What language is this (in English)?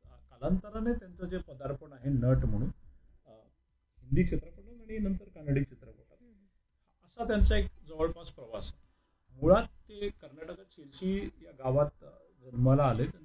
Marathi